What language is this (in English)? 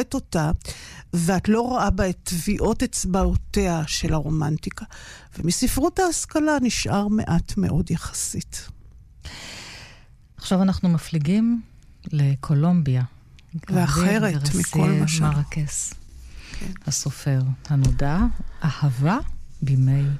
Hebrew